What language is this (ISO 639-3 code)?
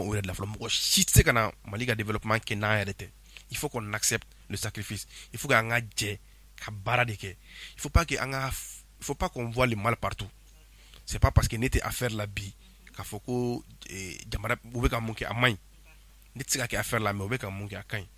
bam